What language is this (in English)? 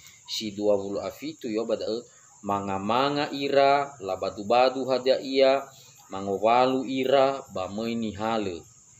Nias